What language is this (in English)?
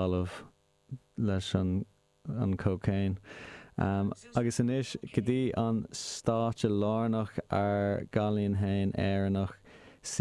Irish